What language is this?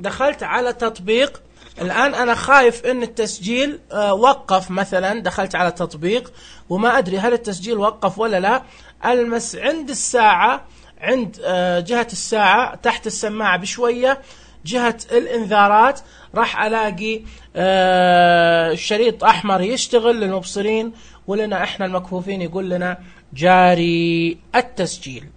Najdi Arabic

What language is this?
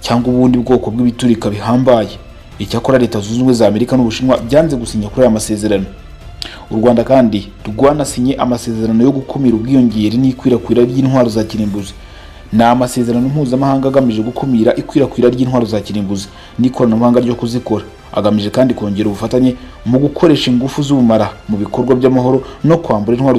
Kinyarwanda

